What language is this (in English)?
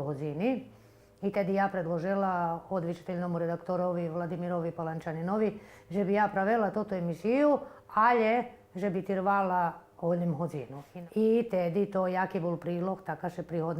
Rusyn